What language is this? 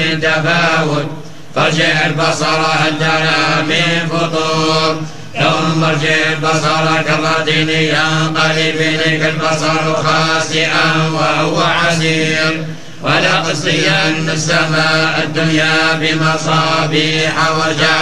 Arabic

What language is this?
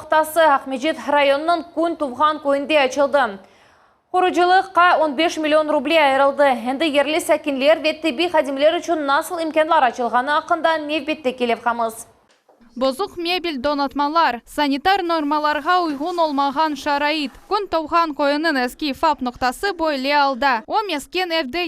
Crimean Tatar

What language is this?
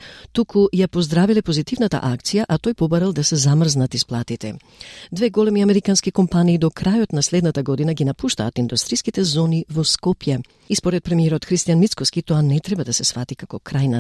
Macedonian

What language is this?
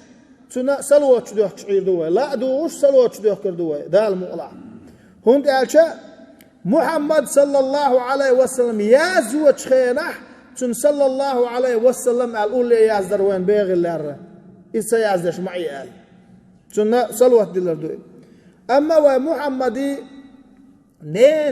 Chechen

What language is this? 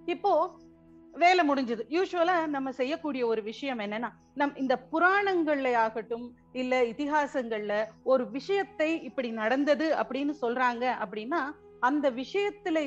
Tamil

